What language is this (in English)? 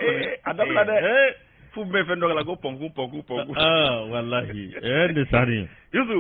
Bambara